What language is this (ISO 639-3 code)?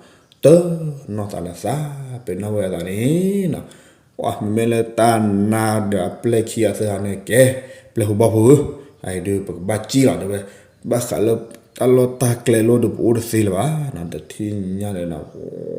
ksw